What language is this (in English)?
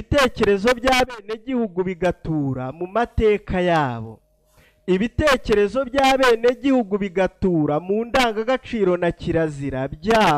Kinyarwanda